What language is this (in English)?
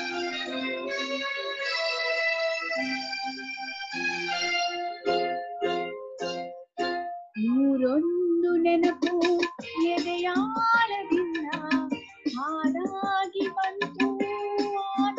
Kannada